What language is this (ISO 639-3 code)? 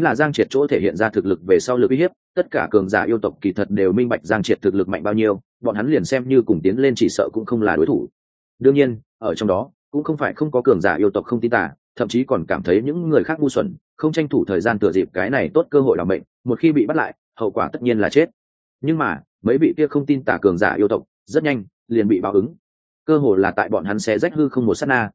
vie